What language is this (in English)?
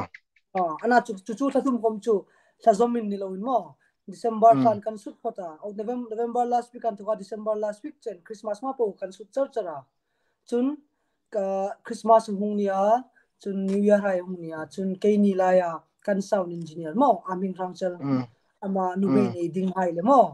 Hmar